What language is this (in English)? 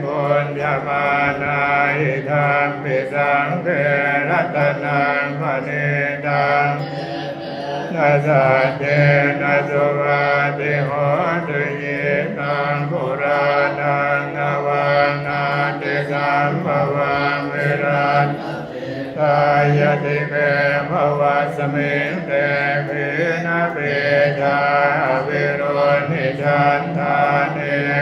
Pali